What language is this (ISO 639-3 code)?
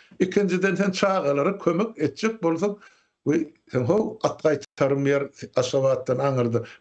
tuk